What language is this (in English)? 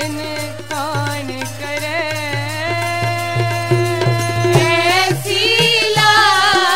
Hindi